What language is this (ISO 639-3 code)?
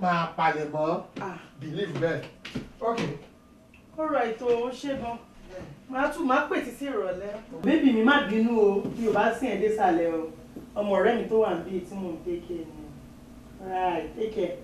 yor